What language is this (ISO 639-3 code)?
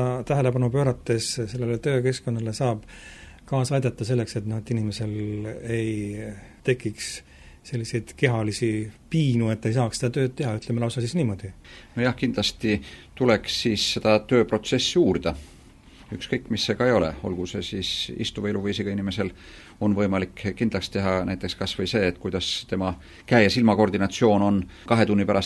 est